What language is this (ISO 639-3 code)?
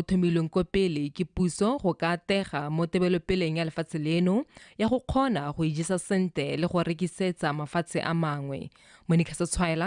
tsn